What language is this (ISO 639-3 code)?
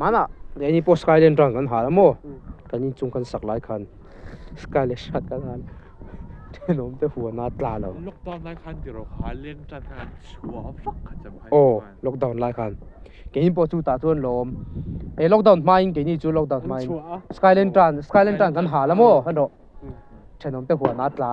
lus